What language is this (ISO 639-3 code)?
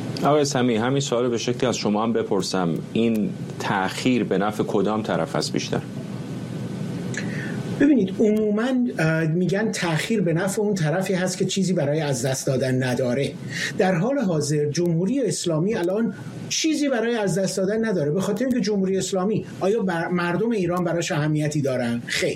fas